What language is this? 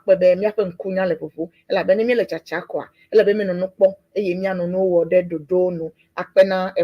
Ewe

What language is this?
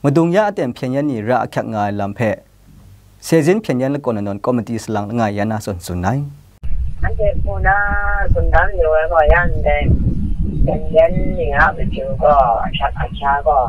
Kachin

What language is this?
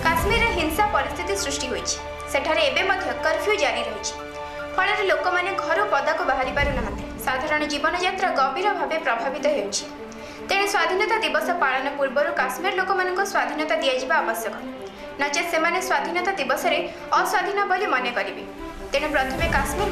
Odia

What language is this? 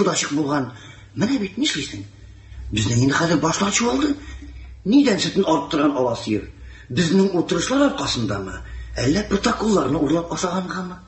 Tatar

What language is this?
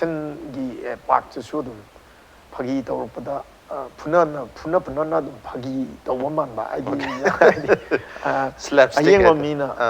Manipuri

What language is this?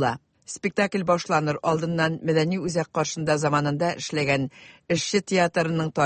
Tatar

